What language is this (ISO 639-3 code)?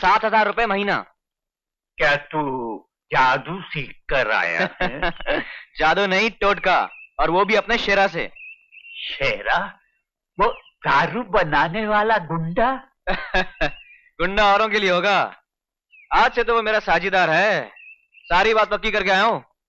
hin